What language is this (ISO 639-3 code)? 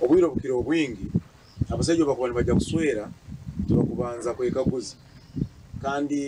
nyn